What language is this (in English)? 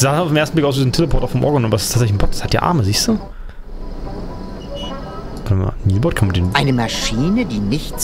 German